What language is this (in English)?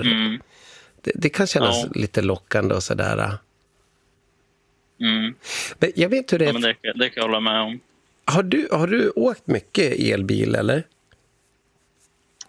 Swedish